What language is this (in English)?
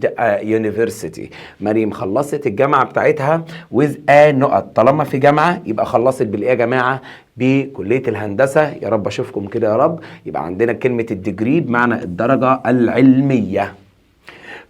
Egyptian Arabic